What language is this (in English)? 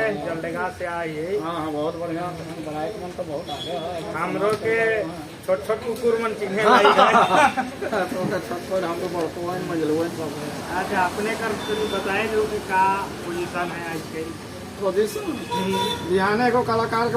Sadri